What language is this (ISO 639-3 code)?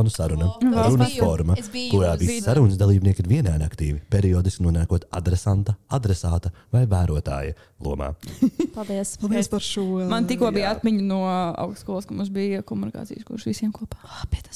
lav